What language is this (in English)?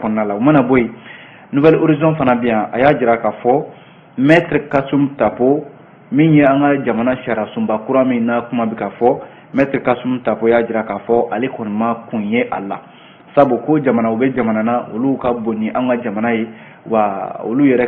Bambara